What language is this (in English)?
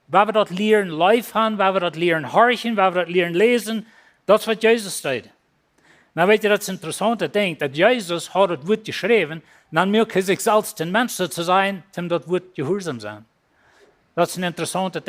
Plautdietsch